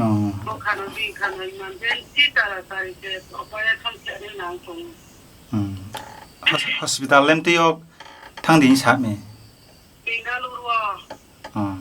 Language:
Riang (India)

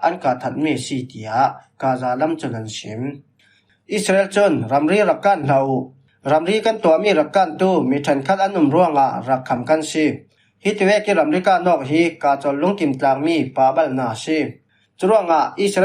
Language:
Falam Chin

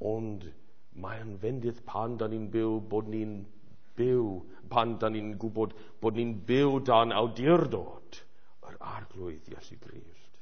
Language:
Welsh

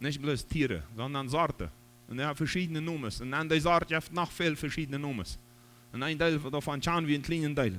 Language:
Plautdietsch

